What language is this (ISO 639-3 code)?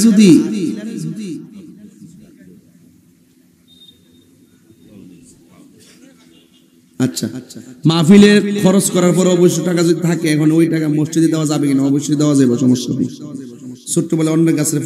ben